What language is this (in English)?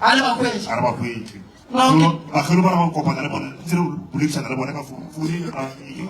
Northern Sotho